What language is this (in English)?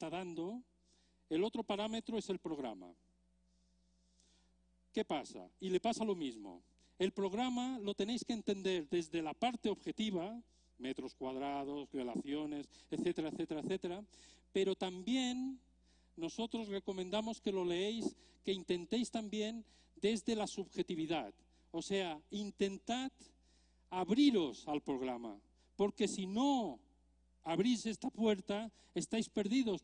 Spanish